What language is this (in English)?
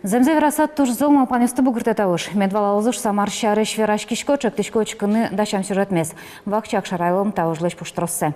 Udmurt